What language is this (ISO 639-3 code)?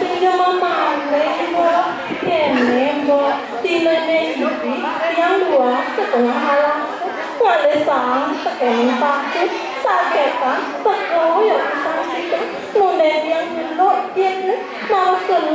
ban